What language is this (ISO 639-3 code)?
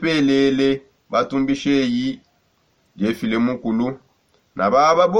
sop